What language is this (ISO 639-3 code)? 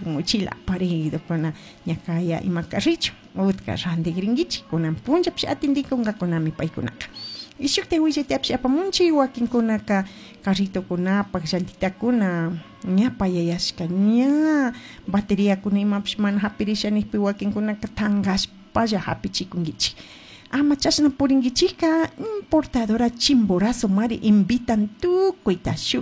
qug